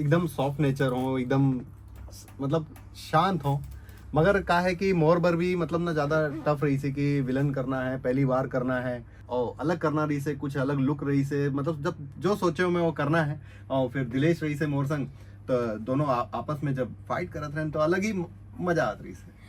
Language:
Chhattisgarhi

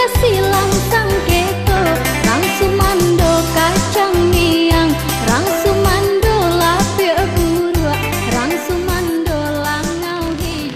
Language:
Minangkabau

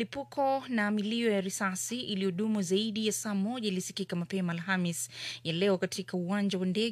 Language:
Swahili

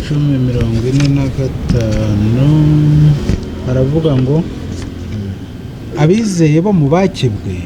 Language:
Kinyarwanda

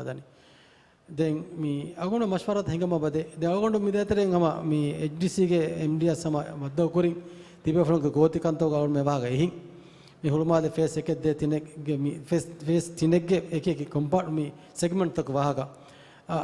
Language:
Divehi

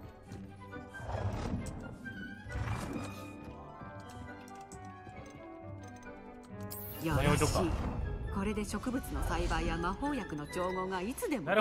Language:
Japanese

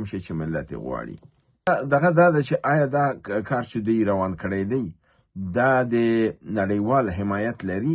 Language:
Pashto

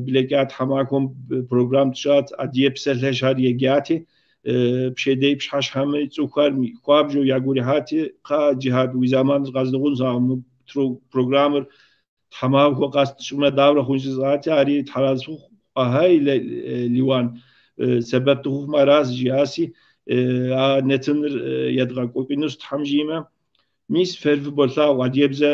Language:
Kabardian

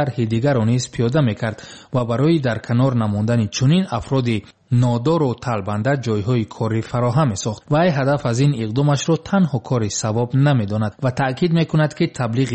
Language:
Tajik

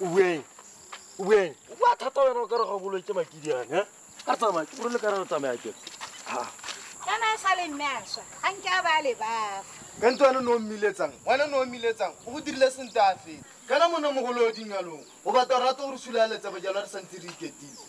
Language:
Tswana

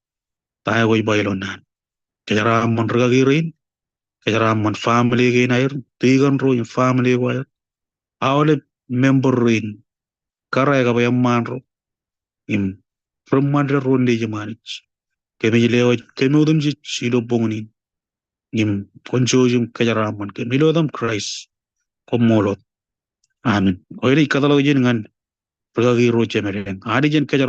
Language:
Marshallese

